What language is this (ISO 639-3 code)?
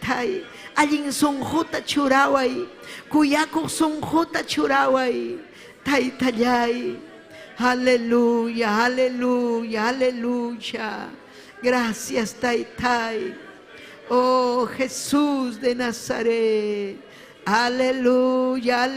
quy